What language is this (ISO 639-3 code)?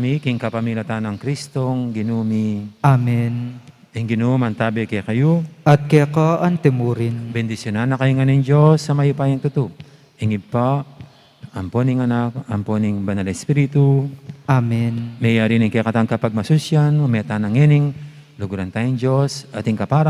pam